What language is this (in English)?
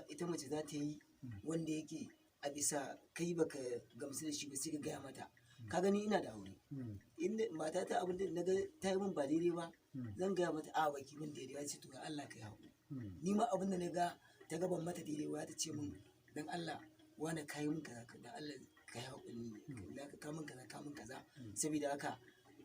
Hausa